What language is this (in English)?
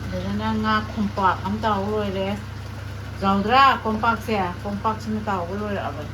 Manipuri